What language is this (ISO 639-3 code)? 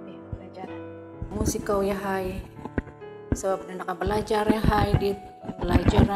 dtp